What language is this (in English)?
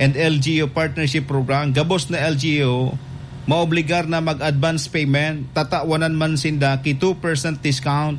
Bikol